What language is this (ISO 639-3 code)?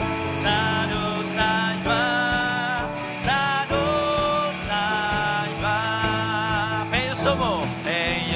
ksw